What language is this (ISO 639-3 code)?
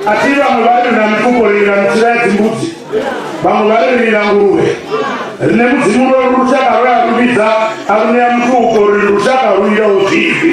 ven